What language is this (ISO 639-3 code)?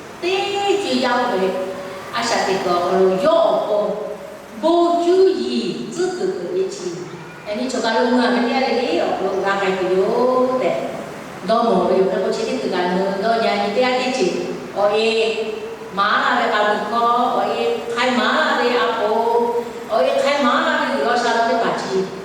lhu